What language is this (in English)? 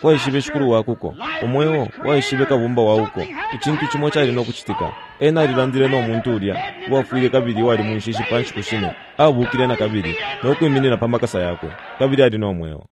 Bemba